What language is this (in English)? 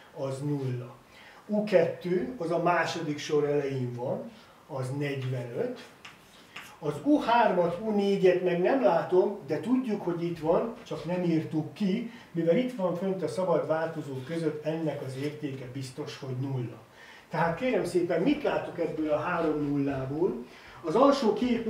Hungarian